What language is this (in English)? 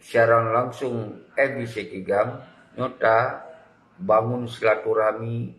Achinese